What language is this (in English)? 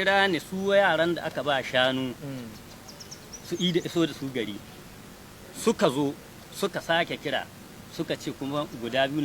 Hausa